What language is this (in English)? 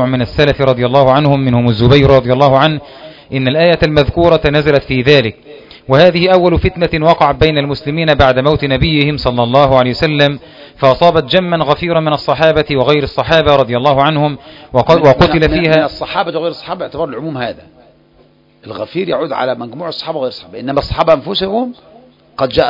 Arabic